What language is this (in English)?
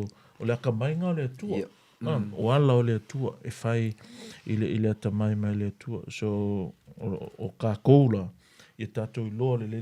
Samoan